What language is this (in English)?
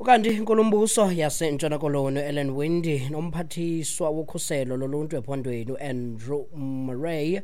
Xhosa